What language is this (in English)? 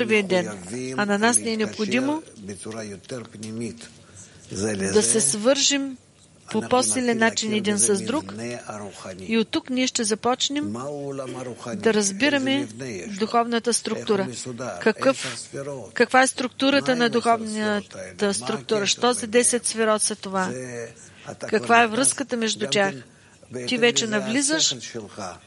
Bulgarian